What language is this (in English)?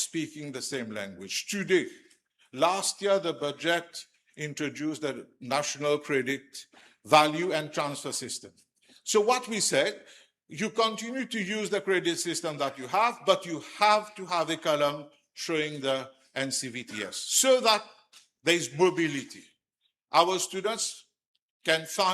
Morisyen